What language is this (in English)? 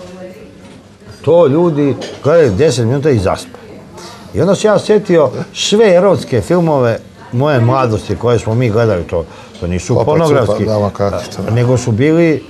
Serbian